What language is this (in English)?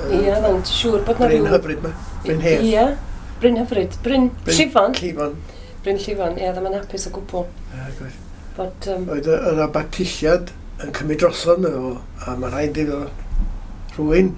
Welsh